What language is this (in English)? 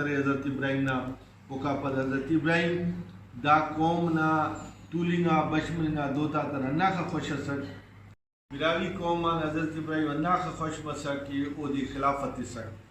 Brahui